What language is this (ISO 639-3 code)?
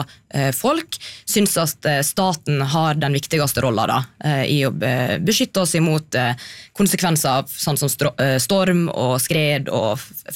nor